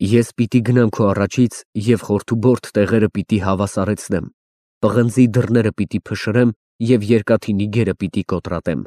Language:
Armenian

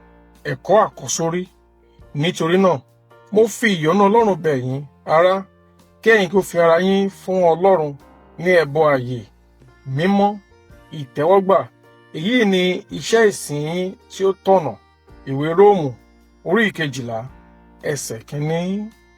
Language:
Yoruba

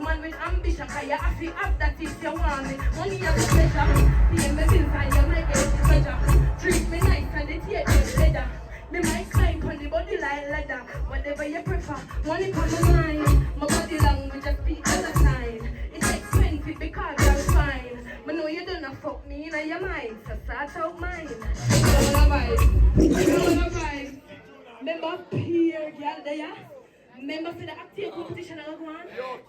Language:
Jamaican Creole English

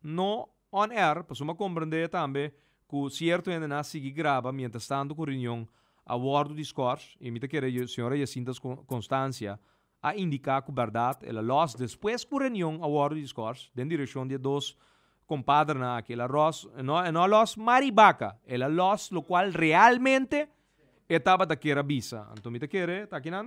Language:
Papiamento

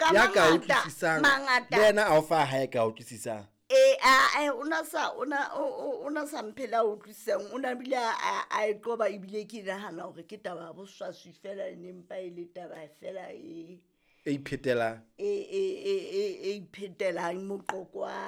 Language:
Southern Sotho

